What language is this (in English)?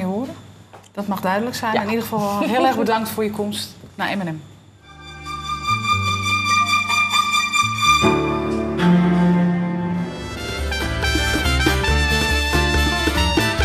Dutch